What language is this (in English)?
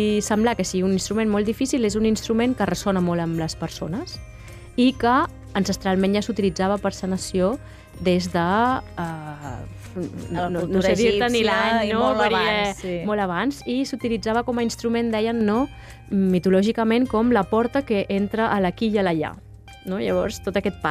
Catalan